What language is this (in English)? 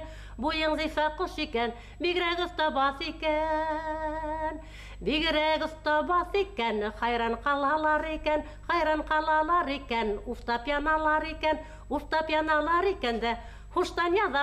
Bashkir